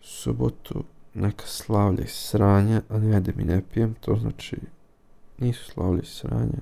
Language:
Serbian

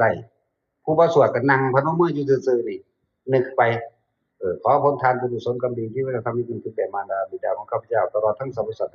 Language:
Northeastern Thai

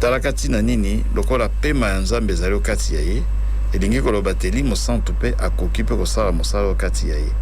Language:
Lingala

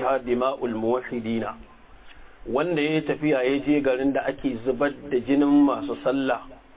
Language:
Hausa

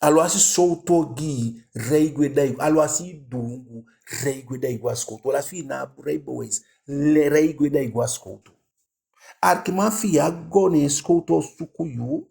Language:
Eastern Maroon Creole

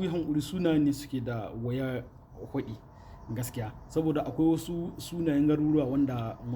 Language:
Hausa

